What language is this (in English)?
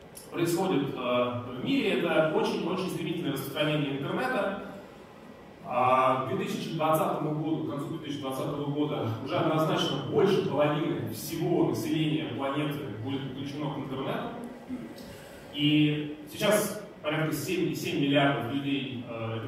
Russian